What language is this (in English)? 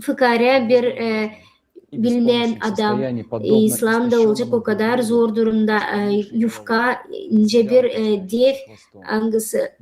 Gagauz